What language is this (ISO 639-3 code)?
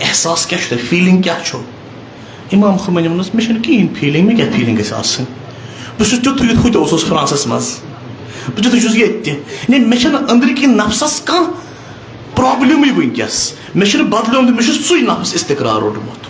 kas